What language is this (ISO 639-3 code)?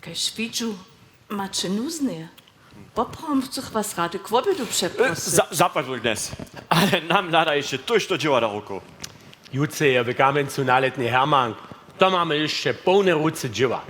hsb